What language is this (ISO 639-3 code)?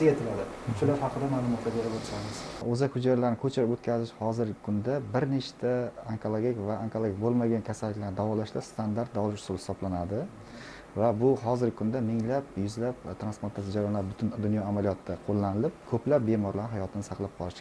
uzb